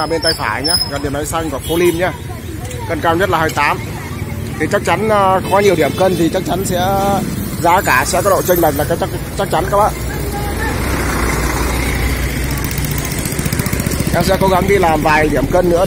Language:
Vietnamese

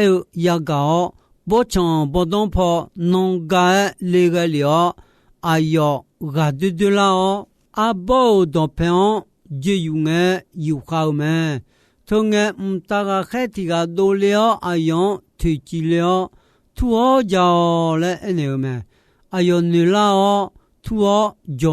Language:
Akha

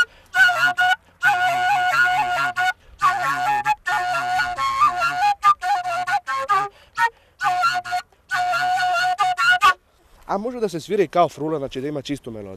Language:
Serbian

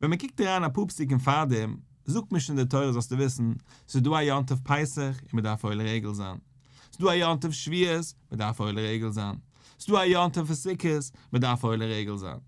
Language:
Yiddish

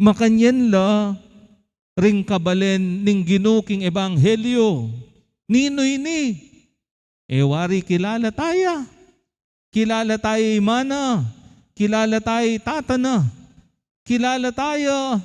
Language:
Pampanga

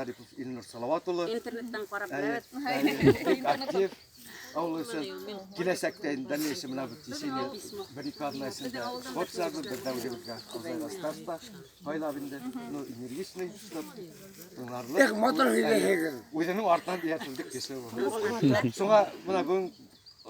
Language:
Bashkir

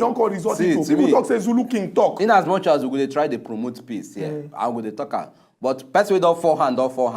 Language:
Nigerian Pidgin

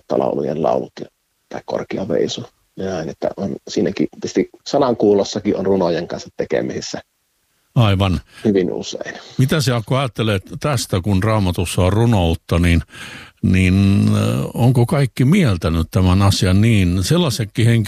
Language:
Finnish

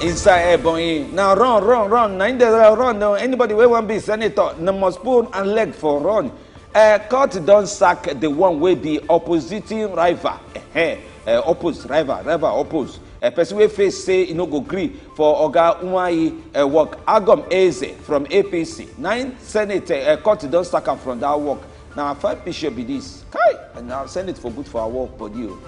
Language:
Nigerian Pidgin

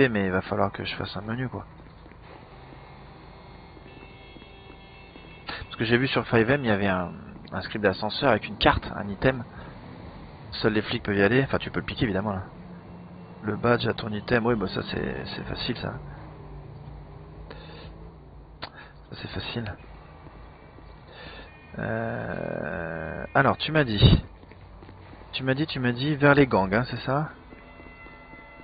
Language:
French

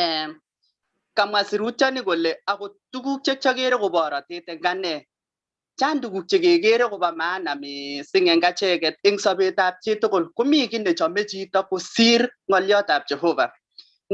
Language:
Kalenjin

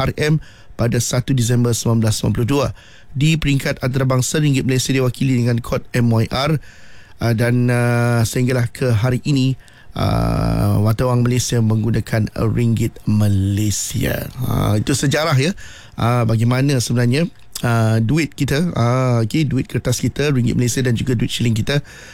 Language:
Malay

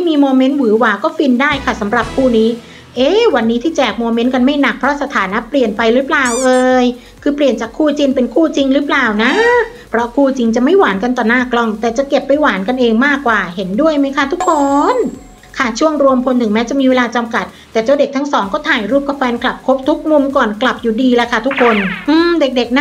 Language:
Thai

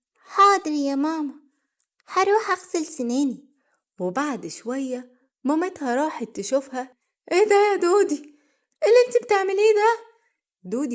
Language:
Egyptian Arabic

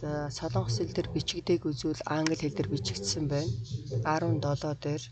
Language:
Mongolian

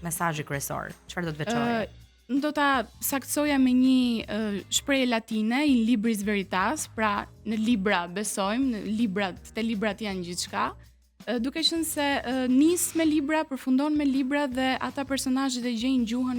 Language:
Albanian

